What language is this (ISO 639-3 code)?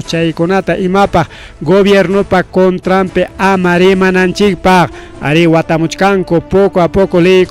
quy